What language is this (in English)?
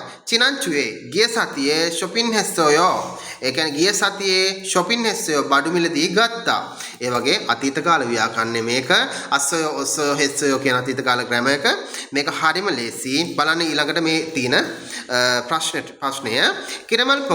Sinhala